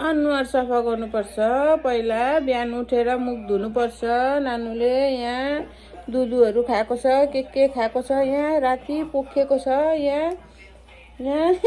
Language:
Nepali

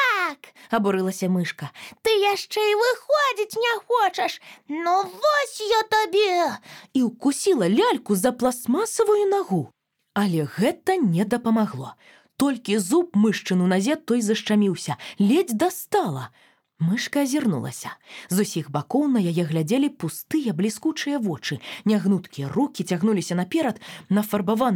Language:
Belarusian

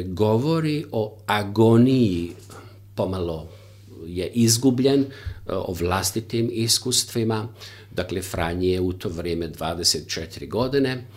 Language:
Croatian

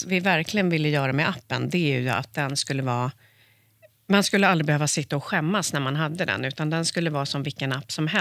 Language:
Swedish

